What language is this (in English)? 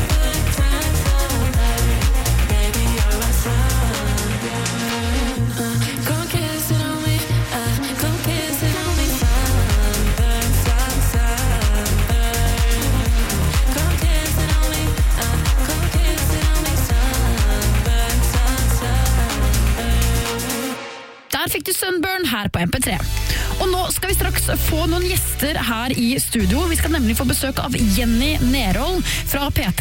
Norwegian